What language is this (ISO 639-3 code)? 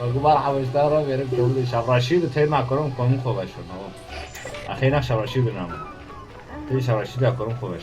kur